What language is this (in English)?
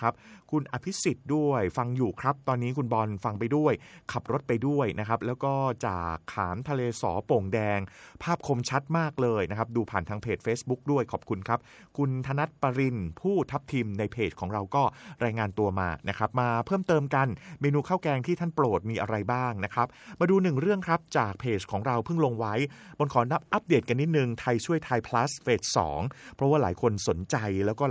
Thai